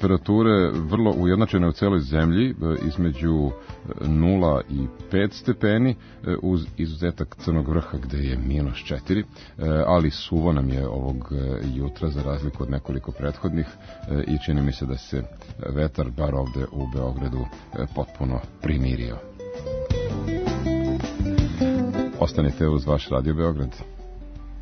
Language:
Serbian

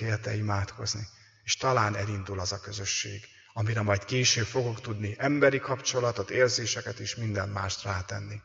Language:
Hungarian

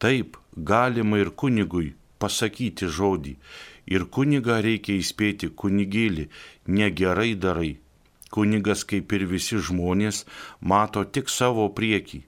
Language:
Lithuanian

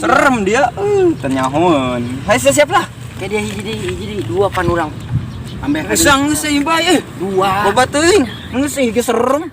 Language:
Sundanese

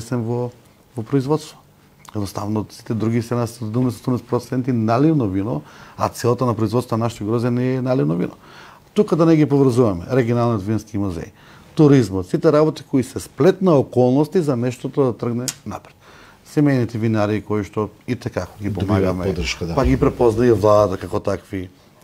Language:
Macedonian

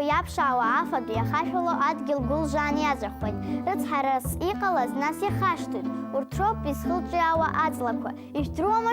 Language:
Abkhazian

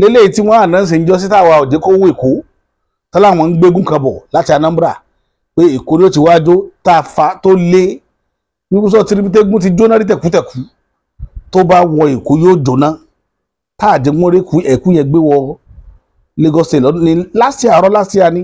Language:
Yoruba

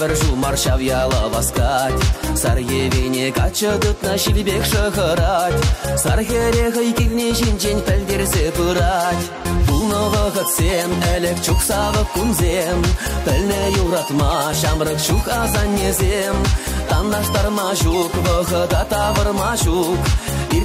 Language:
Chuvash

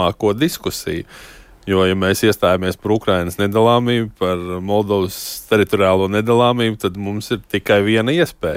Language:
Latvian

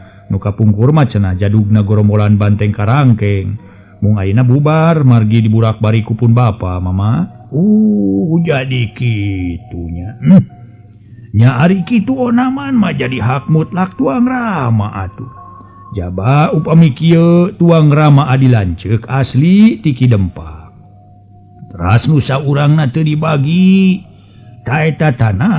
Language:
Sundanese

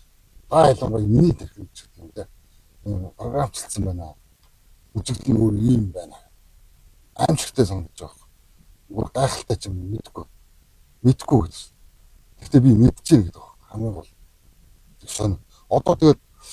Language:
Mongolian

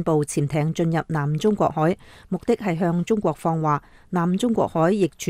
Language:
Cantonese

